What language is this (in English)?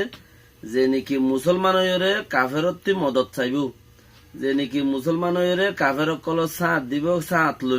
Rohingya